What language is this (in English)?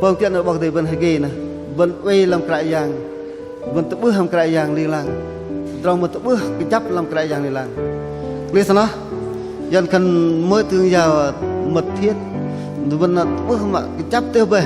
Bahnar